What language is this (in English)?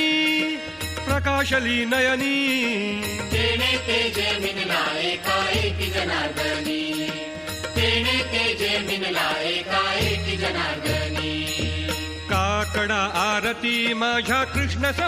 Marathi